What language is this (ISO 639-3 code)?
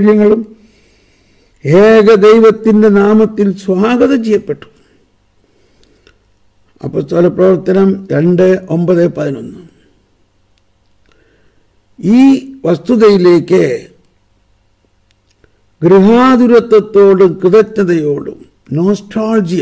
mal